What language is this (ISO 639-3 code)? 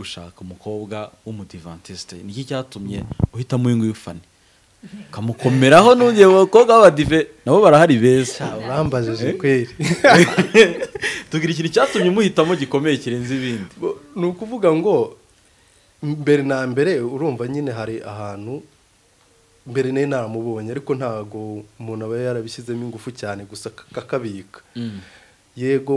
kin